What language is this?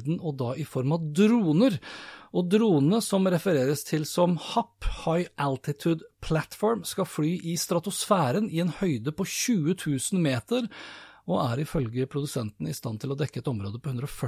Norwegian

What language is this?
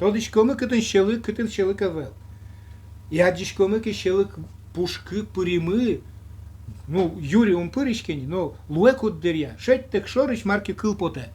Udmurt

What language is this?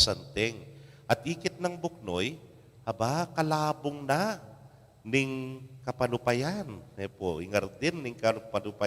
Pampanga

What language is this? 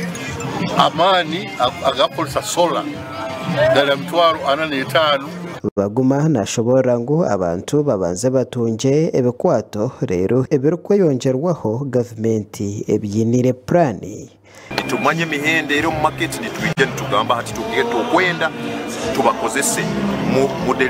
Nyankole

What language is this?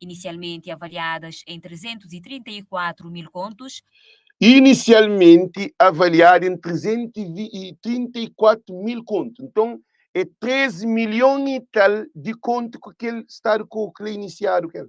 Kabuverdianu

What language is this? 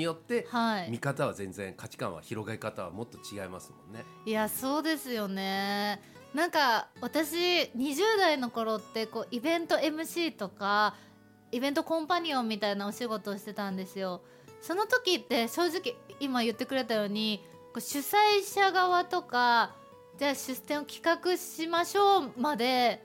Japanese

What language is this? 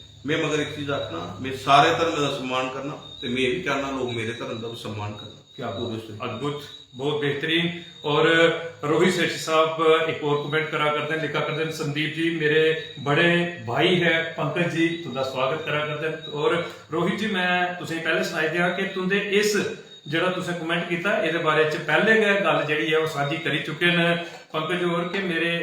Dogri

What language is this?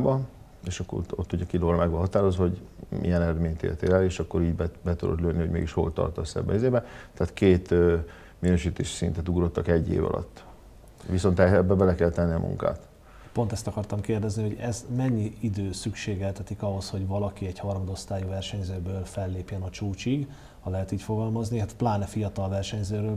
Hungarian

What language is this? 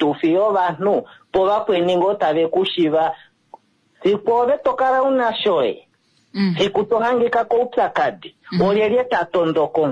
Kuanyama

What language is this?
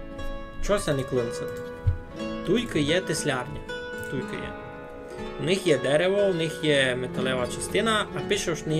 Rusyn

